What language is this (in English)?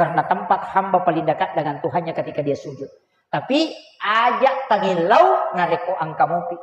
Buginese